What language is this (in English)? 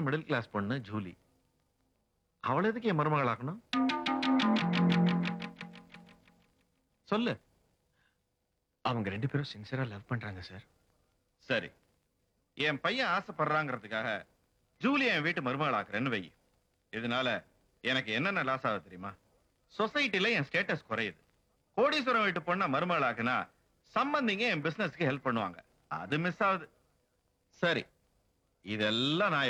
Tamil